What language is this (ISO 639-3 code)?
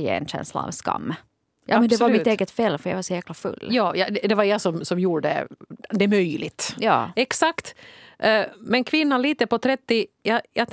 swe